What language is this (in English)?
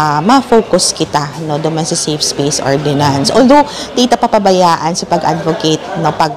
Bikol